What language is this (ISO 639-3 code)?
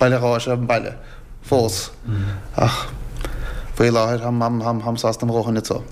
gle